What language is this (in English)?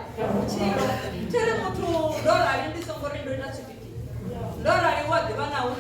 Venda